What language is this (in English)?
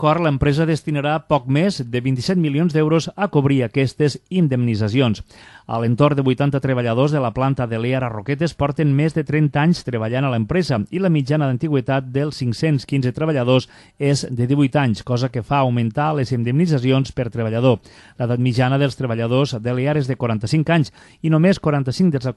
Catalan